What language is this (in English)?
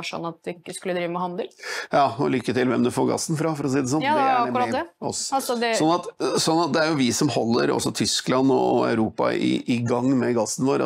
Norwegian